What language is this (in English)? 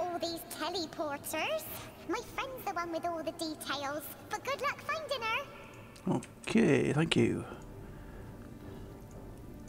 English